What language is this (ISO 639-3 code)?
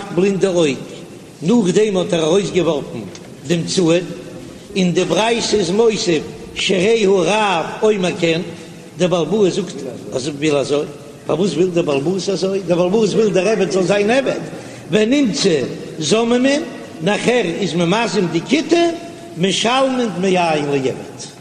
yid